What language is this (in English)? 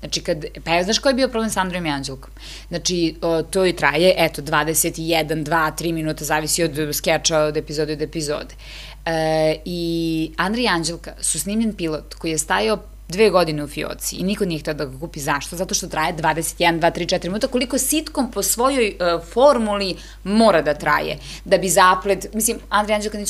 Serbian